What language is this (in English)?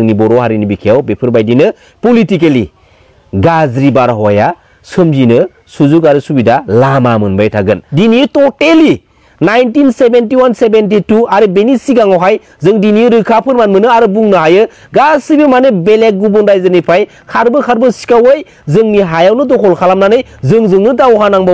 Bodo